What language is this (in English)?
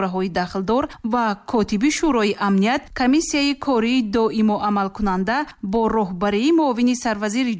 Tajik